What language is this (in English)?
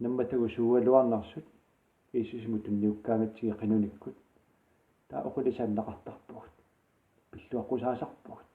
Kalaallisut